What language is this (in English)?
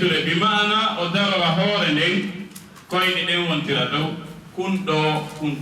Fula